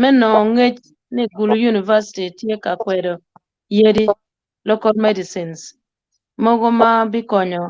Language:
Acoli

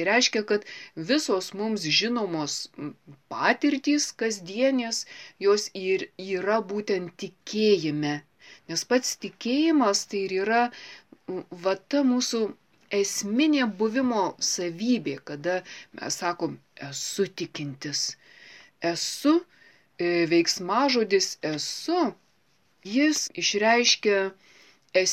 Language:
Lithuanian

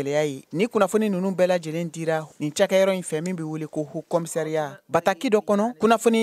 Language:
Bambara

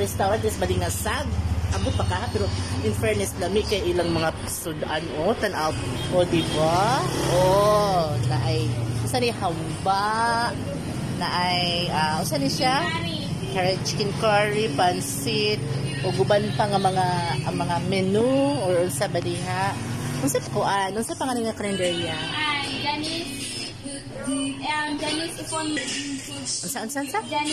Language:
Cebuano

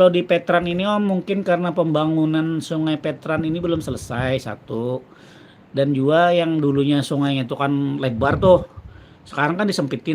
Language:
Banjar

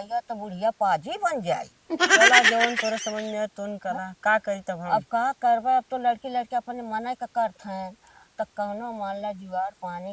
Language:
Awadhi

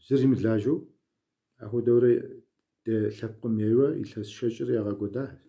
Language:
Kabardian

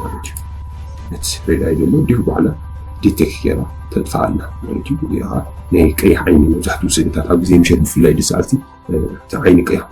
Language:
Tigrinya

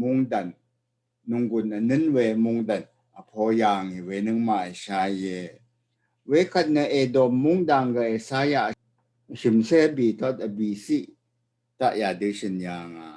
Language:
Rawang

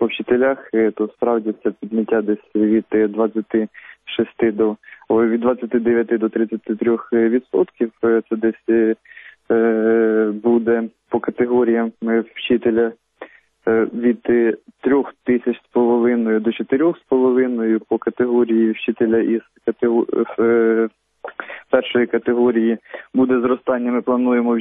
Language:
Ukrainian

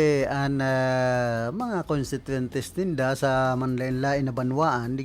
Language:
Bikol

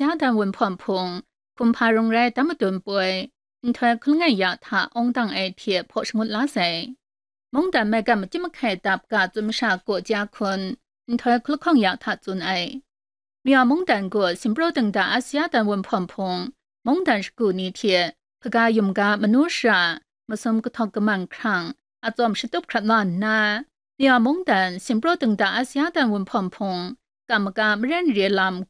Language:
Kachin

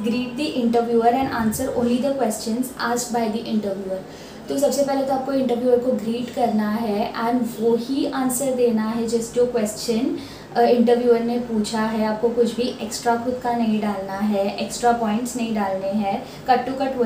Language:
Hindi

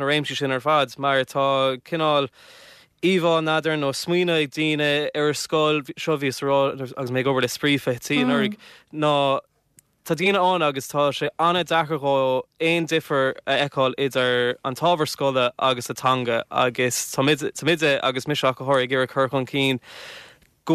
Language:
Irish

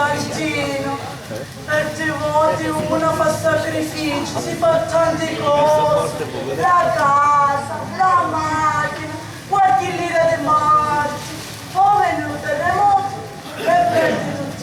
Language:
Sicilian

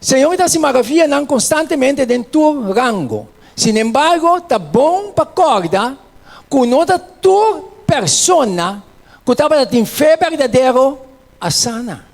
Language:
Papiamento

